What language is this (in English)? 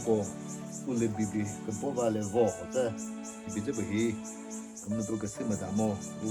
Chokri Naga